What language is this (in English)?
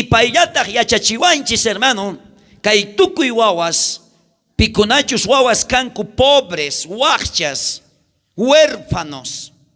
South Bolivian Quechua